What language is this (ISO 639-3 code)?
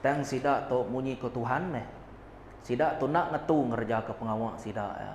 iba